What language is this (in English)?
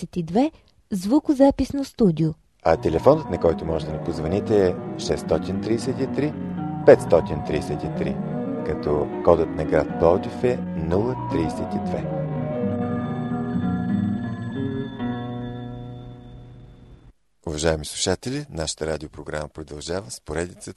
Bulgarian